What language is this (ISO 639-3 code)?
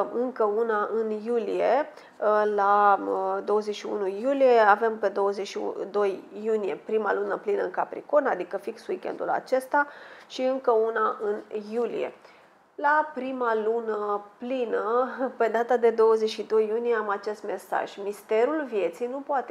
ron